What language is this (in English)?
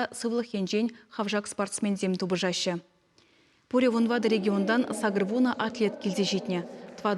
Chuvash